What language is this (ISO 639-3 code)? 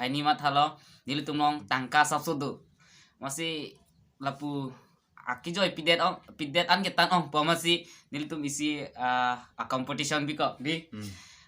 mjw